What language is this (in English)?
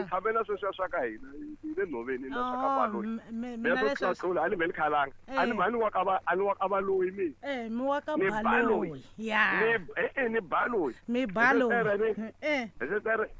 Tsonga